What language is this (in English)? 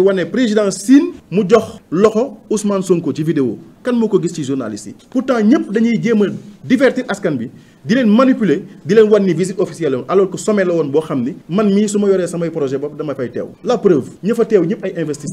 Wolof